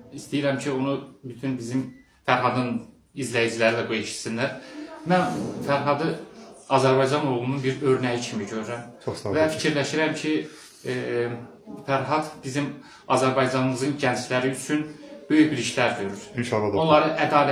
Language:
Azerbaijani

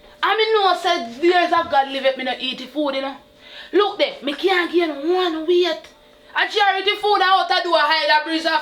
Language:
Jamaican Creole English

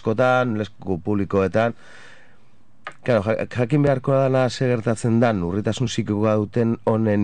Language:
Basque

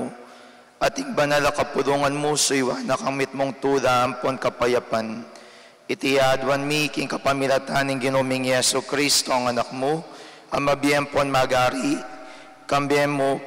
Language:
Pampanga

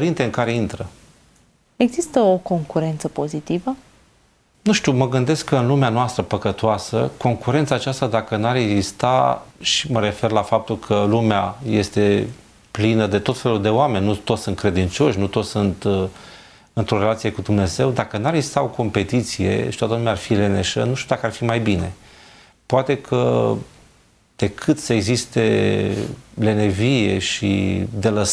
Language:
Romanian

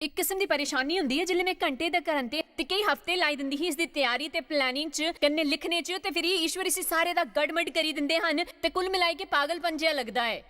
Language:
Dogri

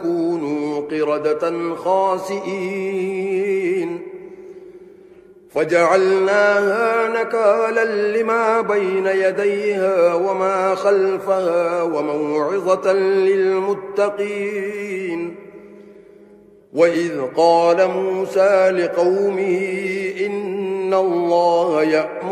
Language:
Arabic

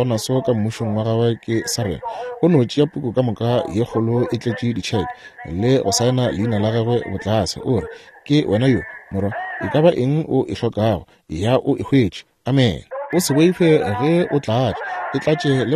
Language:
Northern Sotho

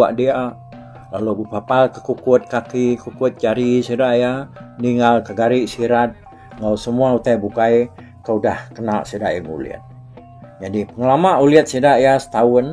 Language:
Iban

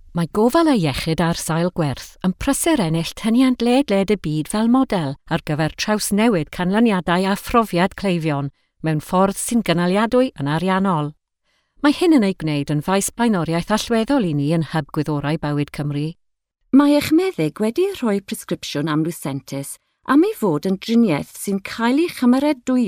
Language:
Welsh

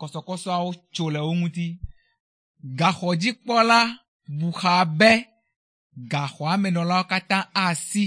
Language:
Ewe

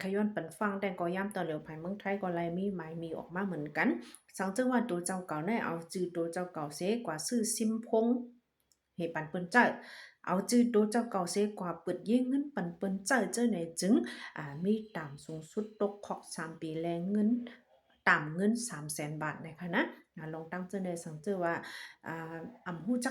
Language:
Shan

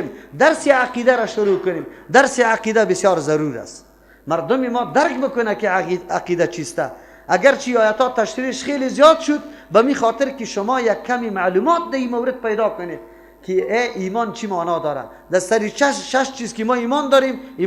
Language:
Persian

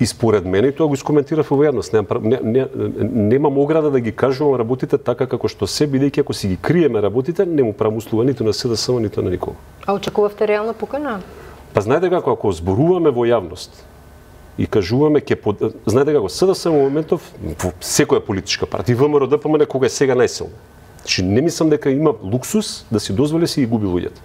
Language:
Macedonian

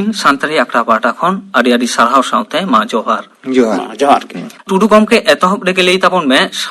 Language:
Santali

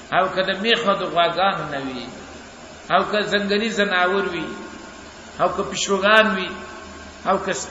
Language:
Pashto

